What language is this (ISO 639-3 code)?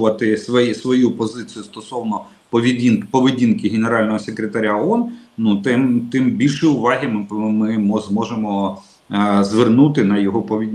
ukr